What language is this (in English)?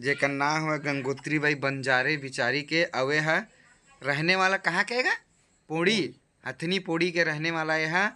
Chhattisgarhi